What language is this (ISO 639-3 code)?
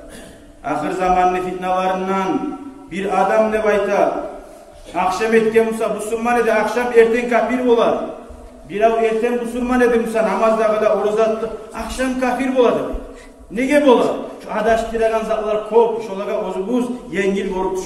kum